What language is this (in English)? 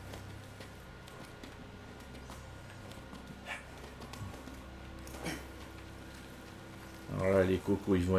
French